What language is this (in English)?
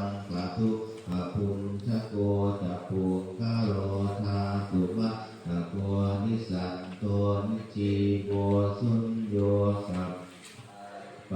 Pali